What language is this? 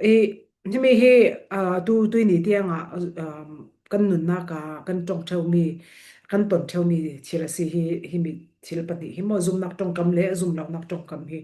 Falam Chin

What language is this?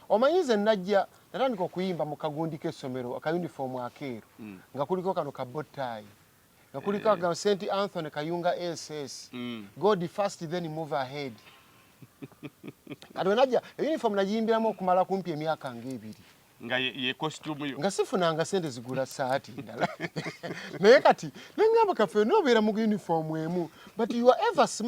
Ganda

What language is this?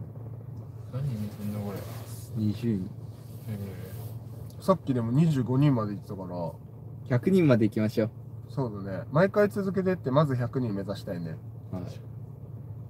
Japanese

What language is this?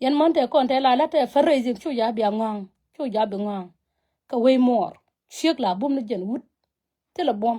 Nuer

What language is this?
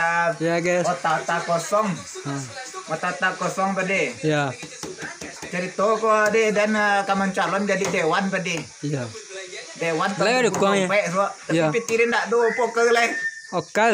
Minangkabau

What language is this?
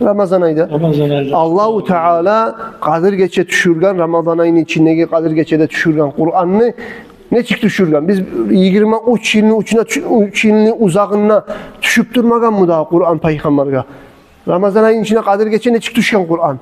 Kumyk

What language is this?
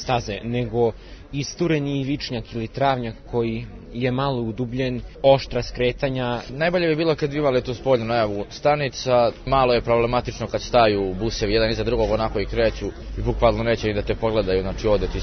Serbian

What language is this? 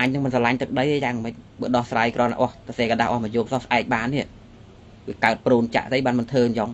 Khmer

